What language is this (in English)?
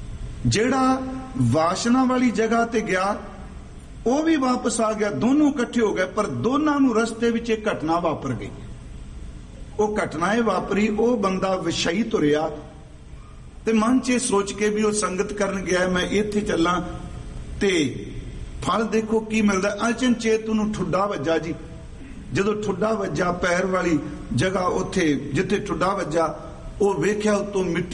Punjabi